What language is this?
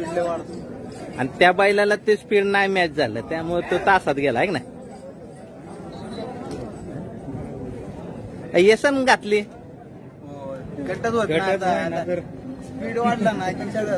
Marathi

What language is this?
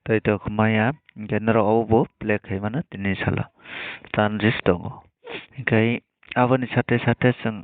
Kok Borok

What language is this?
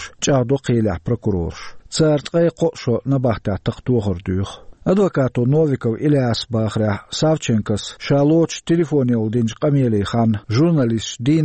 Chechen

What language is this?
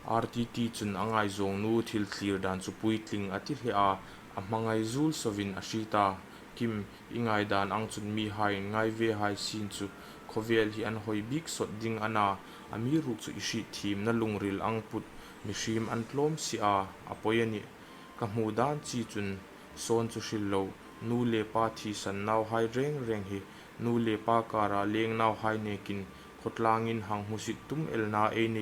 Hmar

